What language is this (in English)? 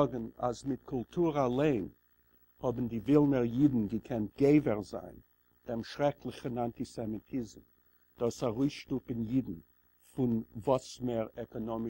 Yiddish